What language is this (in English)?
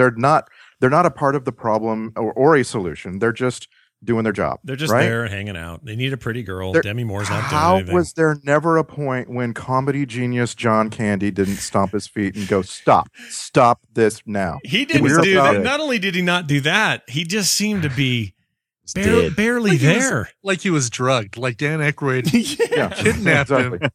English